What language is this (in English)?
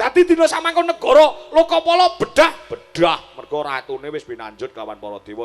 Javanese